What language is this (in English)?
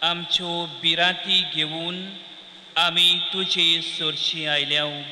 Konkani